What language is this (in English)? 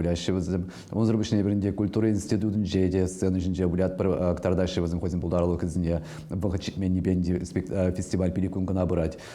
Chuvash